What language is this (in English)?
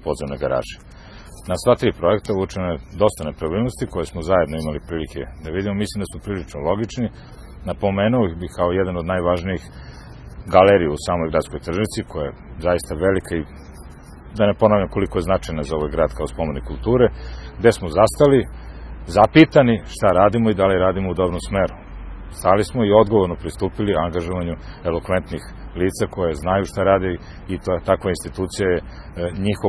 Serbian